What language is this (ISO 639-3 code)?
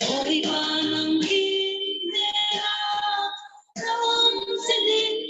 cfm